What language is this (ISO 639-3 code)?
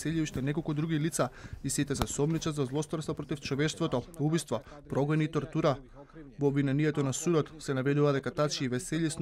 mkd